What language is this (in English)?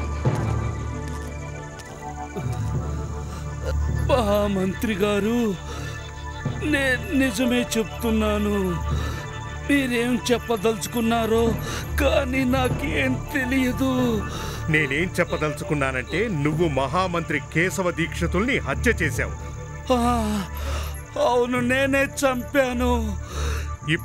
Telugu